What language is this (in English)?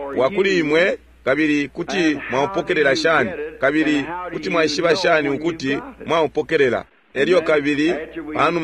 Bemba